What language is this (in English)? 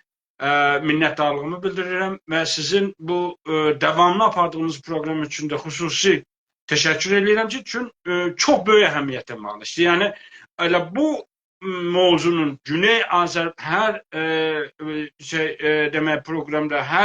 South Azerbaijani